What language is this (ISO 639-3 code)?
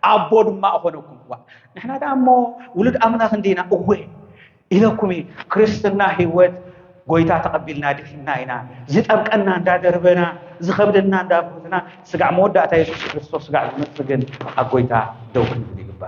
tir